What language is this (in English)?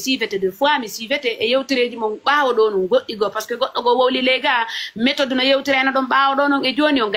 Fula